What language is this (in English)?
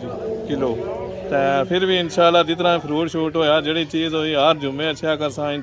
Pahari-Potwari